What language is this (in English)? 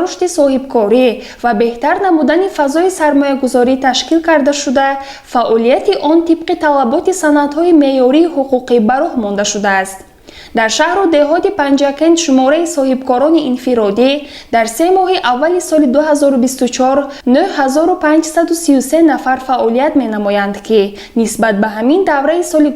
Tajik